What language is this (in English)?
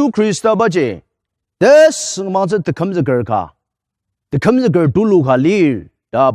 Ao Naga